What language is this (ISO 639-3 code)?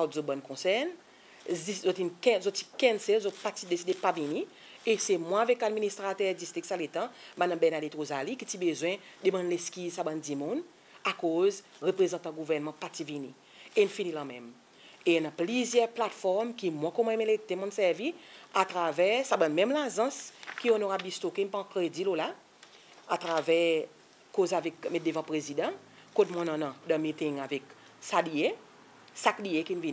crs